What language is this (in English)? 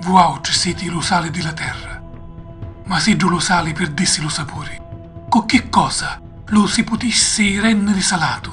Sicilian